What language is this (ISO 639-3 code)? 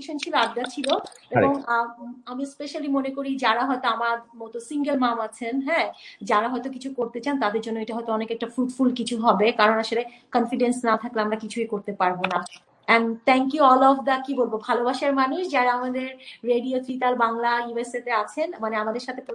ben